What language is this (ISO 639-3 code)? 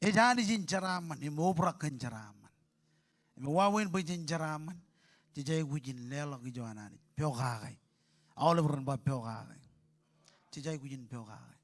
mah